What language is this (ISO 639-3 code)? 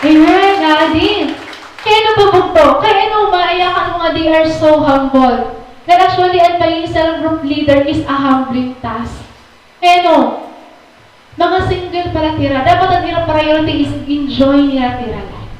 war